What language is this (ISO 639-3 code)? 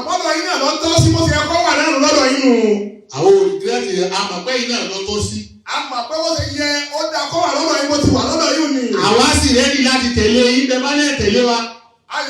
yor